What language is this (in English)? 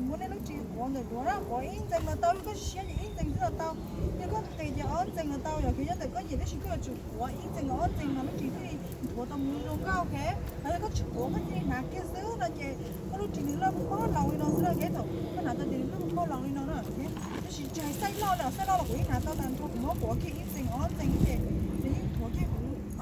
Hmong